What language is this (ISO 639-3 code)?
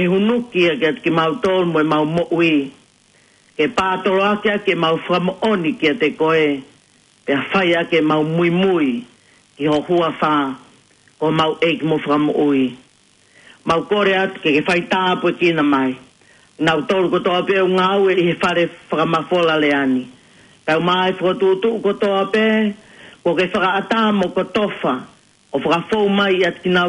ton